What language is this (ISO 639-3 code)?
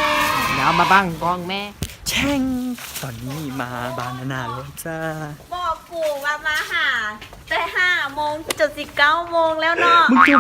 lao